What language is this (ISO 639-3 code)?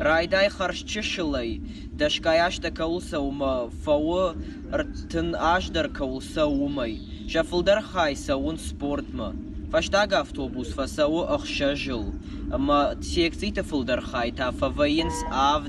oss